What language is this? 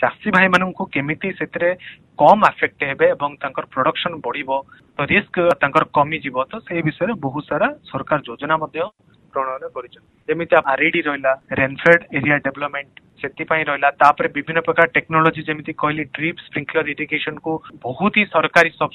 Odia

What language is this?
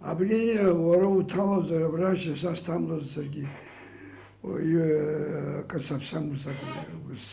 Abkhazian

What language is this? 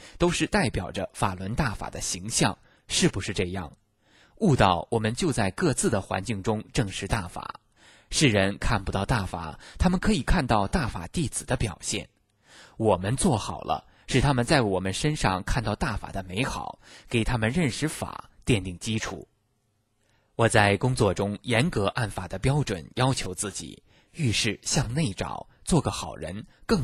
Chinese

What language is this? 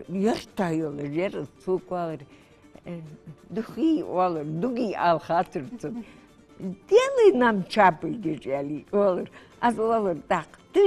Ingush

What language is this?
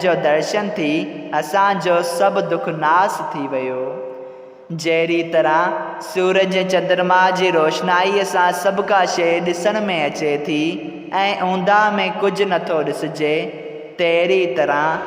Sindhi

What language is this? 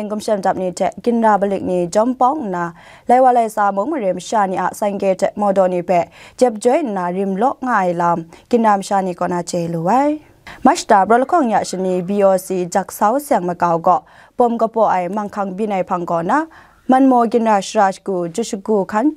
Kachin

